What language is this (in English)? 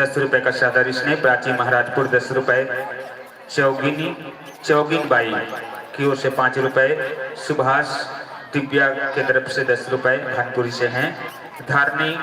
Chhattisgarhi